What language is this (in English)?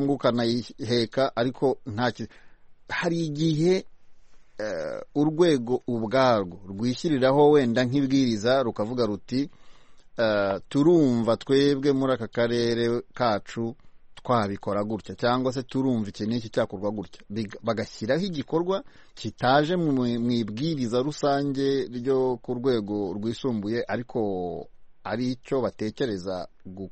Kinyarwanda